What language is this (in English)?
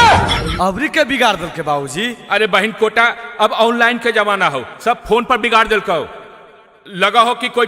Magahi